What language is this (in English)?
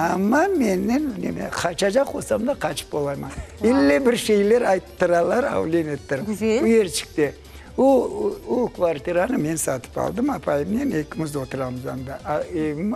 Crimean Tatar